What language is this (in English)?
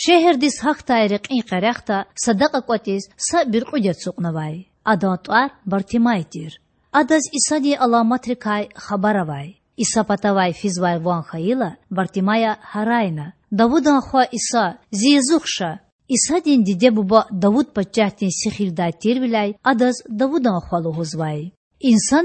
Lezghian